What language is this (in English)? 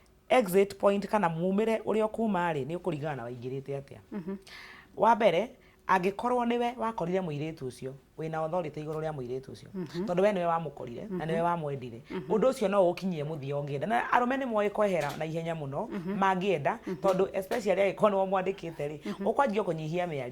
Kikuyu